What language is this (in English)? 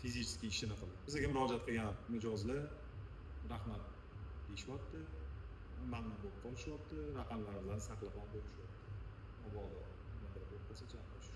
Uzbek